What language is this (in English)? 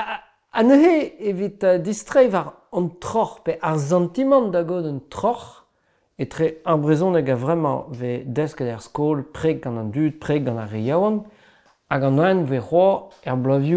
Breton